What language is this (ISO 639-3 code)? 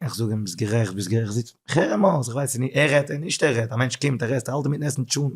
yid